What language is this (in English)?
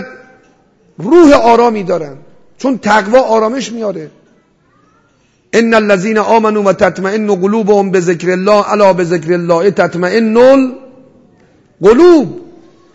Persian